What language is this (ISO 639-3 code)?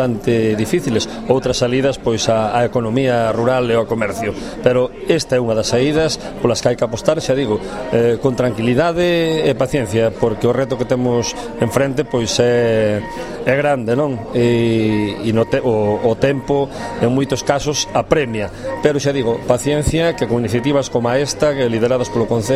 glg